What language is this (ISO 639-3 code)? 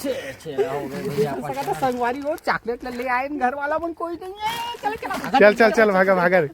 hne